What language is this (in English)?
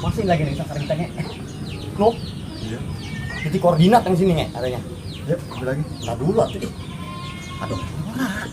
Betawi